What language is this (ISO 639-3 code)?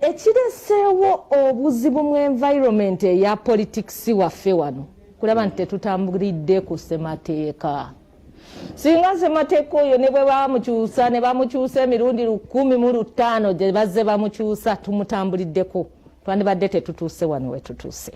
lug